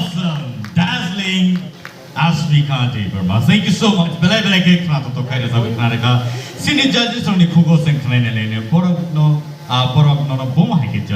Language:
Kok Borok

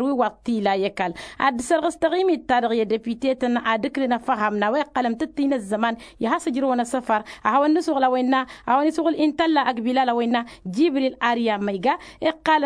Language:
Tamasheq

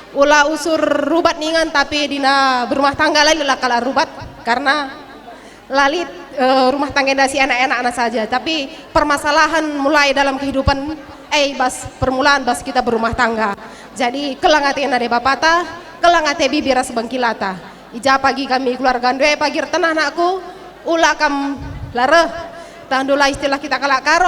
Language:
Batak Karo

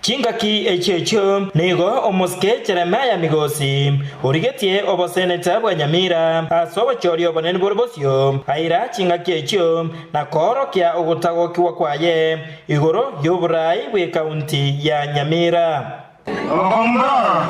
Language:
Gusii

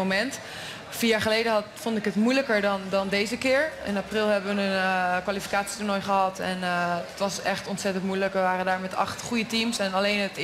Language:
Dutch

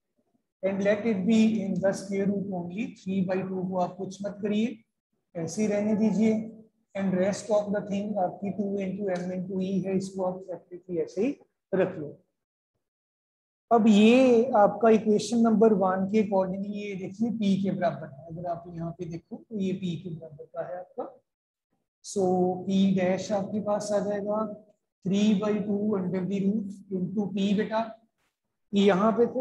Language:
Hindi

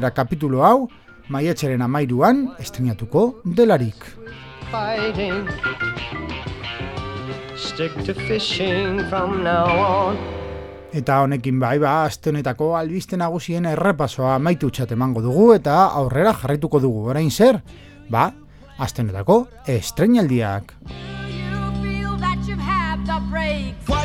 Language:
Basque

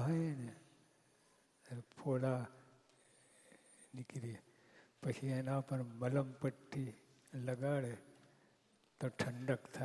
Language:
Gujarati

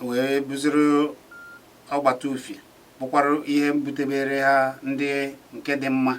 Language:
Igbo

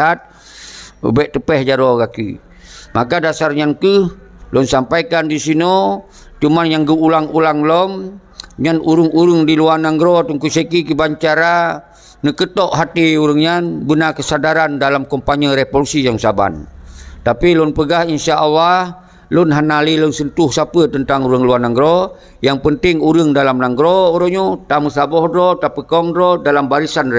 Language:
Achinese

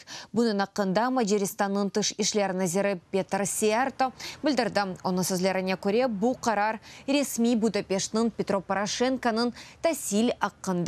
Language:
Crimean Tatar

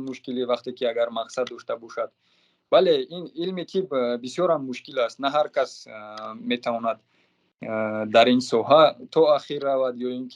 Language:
Tajik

